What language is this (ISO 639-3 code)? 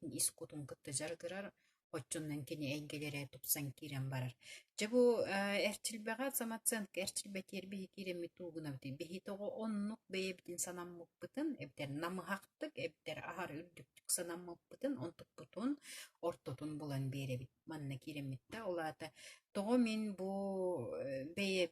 sah